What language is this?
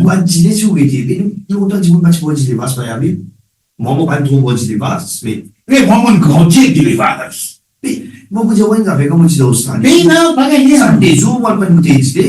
Morisyen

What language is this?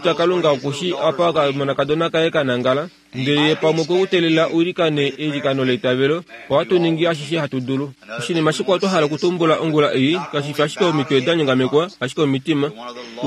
Kuanyama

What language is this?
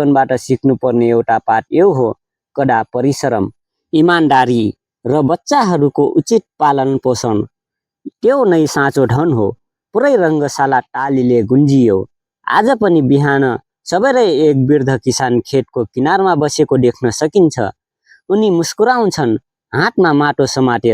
Nepali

